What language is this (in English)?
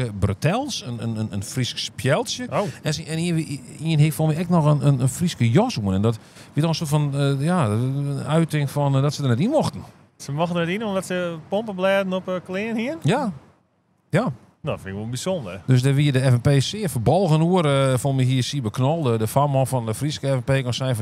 Western Frisian